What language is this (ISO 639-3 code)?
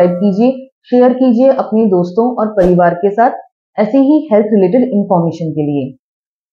hin